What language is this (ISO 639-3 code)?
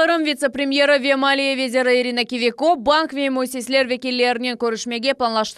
crh